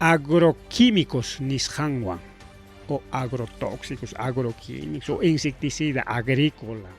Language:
Ayacucho Quechua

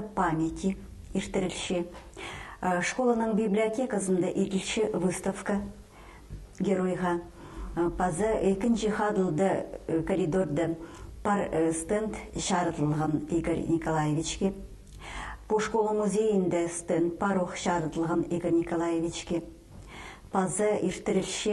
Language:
Khakas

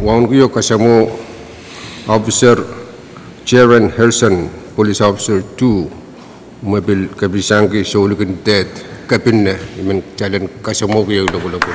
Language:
Pohnpeian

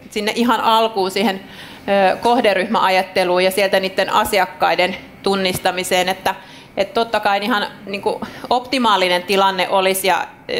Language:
Finnish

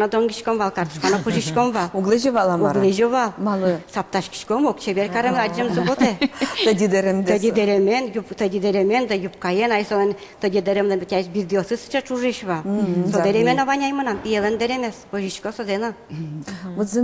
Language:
Udmurt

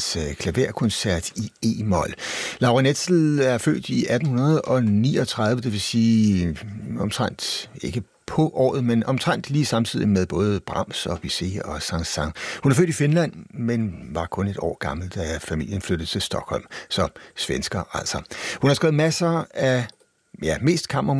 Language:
Danish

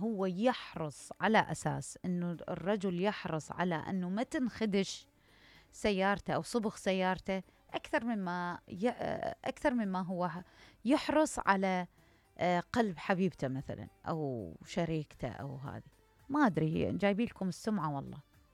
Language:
Mesopotamian Arabic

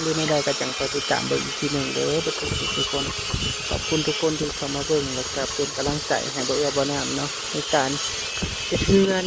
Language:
Northeastern Thai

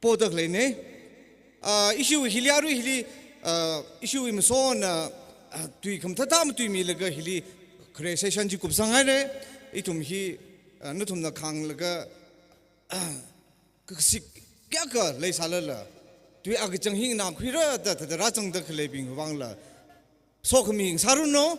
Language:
Tangkhul Naga (India)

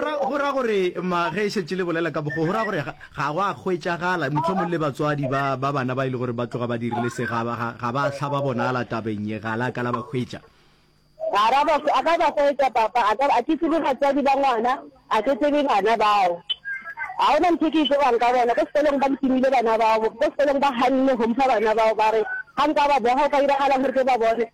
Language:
Northern Sotho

